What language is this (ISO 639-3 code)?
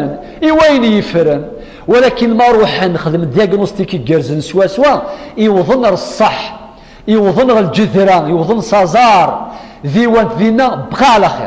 kab